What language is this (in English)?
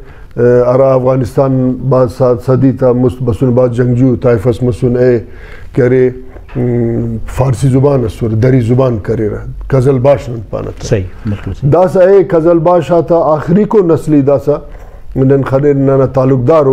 Brahui